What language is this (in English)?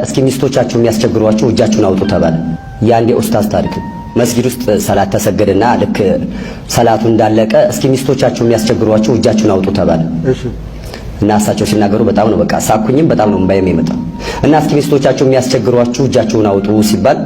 Amharic